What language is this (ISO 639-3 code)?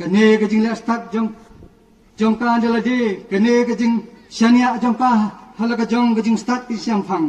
kha